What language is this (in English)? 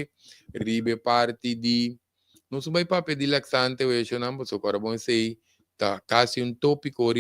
Papiamento